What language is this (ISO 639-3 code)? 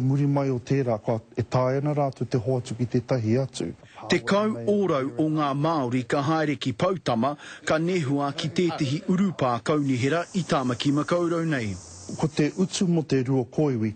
mri